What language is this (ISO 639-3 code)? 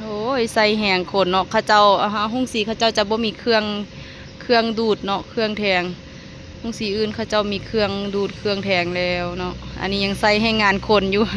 lao